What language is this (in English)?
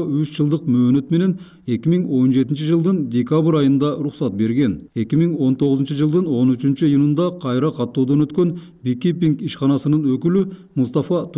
Kyrgyz